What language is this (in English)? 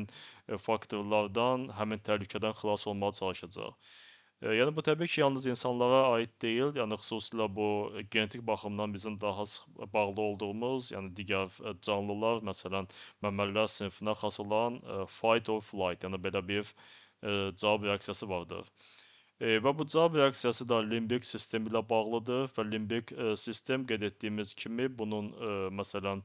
Azerbaijani